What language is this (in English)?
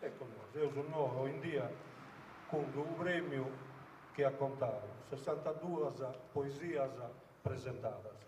Sardinian